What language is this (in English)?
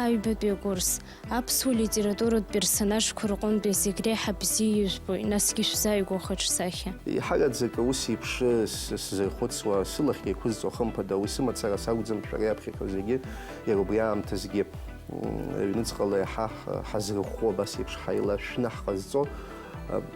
Abkhazian